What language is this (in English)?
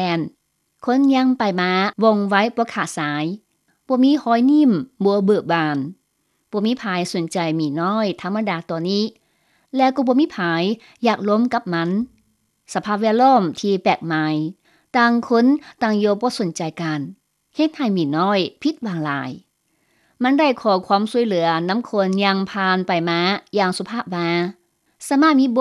Lao